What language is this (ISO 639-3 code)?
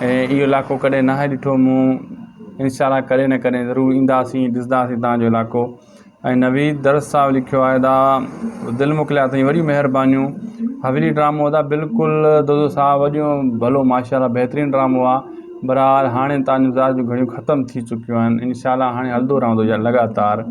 snd